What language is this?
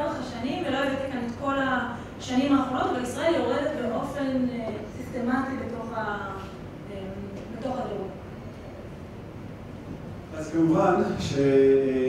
Hebrew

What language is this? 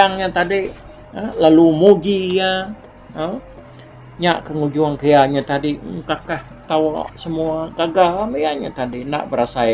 Iban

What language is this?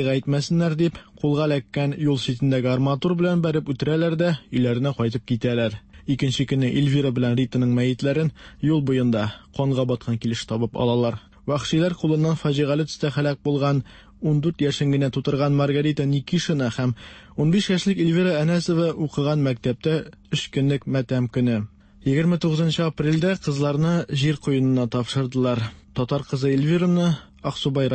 Tatar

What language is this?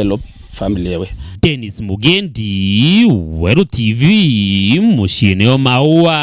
Meru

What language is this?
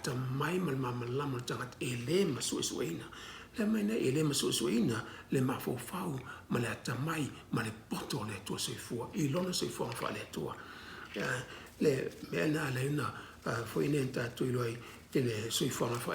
Samoan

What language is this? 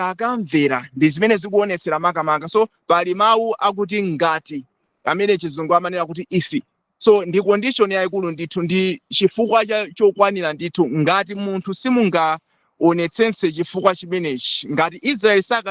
Nyanja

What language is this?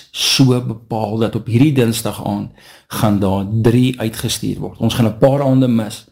Afrikaans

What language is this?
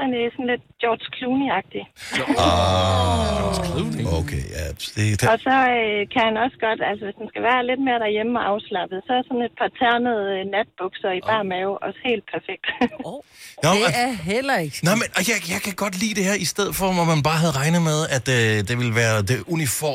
Danish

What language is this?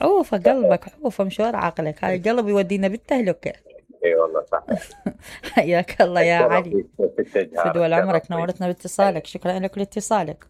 Mesopotamian Arabic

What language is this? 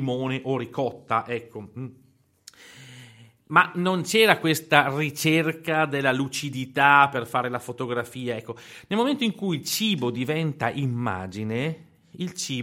Italian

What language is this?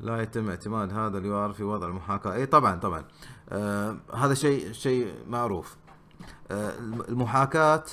Gulf Arabic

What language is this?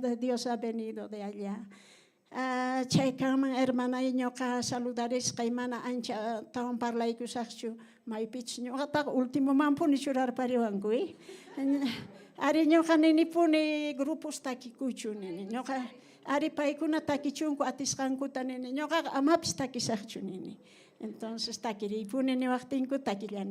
South Bolivian Quechua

